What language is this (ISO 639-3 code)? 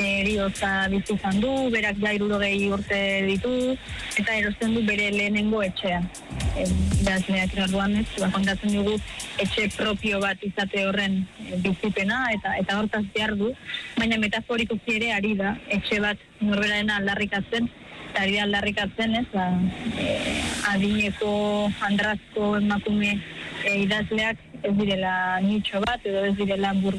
eus